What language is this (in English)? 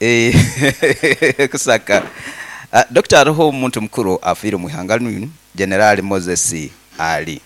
Nyoro